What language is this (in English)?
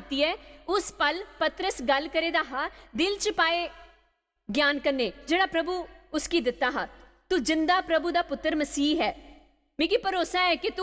Dogri